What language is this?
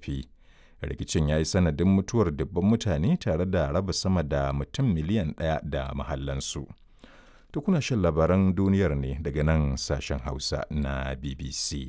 Hausa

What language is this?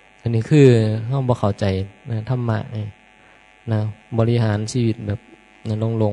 Northeastern Thai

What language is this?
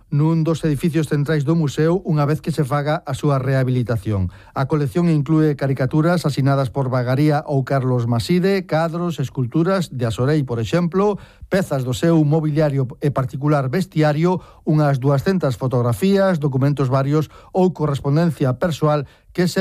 Galician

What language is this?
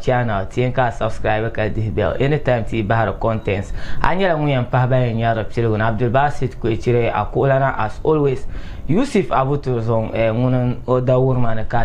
Dagbani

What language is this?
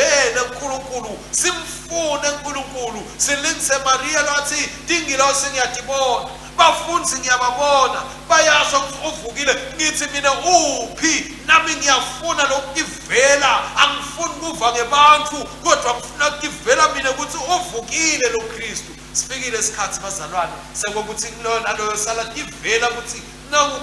Swati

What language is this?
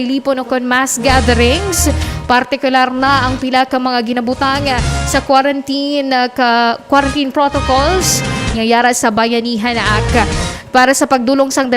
Hiligaynon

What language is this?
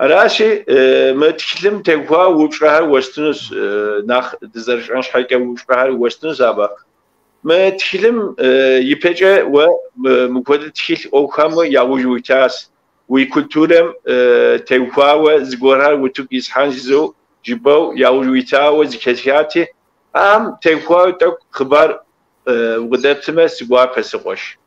Kabardian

